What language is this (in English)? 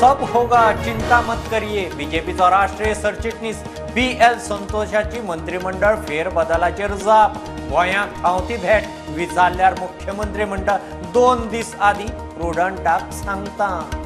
Konkani